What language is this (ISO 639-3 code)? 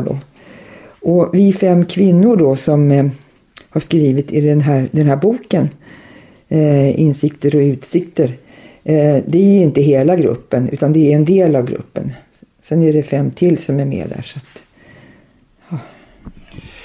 swe